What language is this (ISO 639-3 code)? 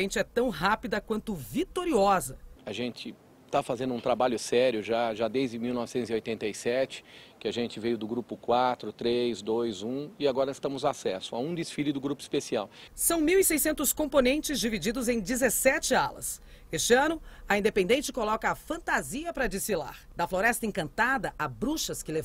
por